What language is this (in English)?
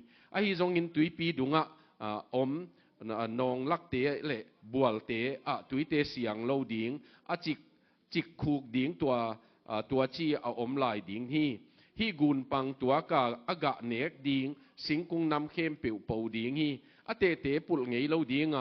Tedim Chin